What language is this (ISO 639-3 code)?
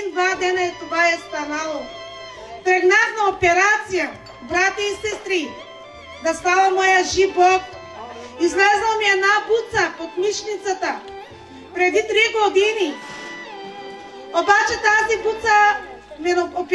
bul